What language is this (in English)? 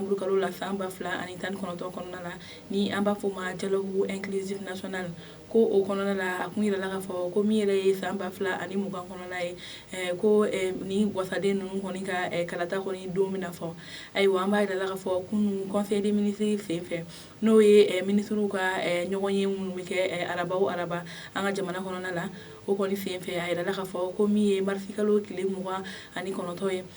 Bambara